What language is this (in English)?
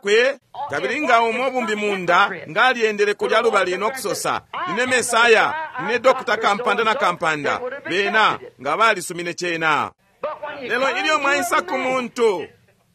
Bemba